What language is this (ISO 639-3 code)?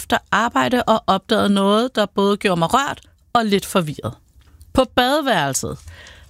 dan